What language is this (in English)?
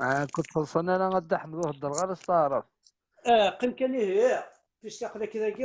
Kabyle